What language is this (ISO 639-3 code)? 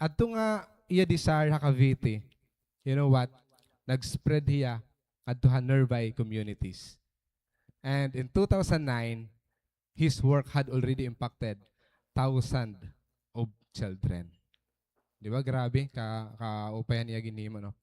war